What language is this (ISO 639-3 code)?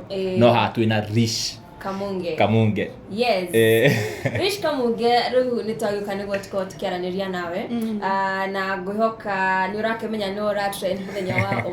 kik